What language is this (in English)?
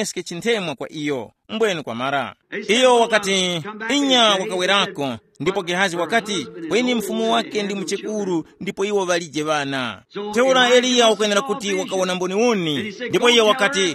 Tumbuka